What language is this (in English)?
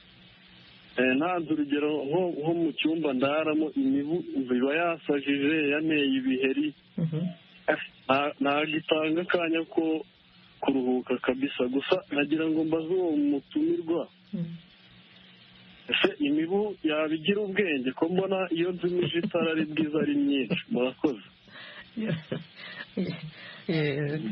Kinyarwanda